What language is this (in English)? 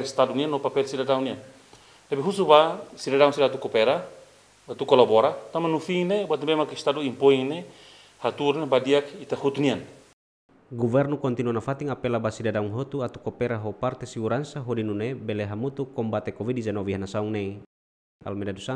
Tetum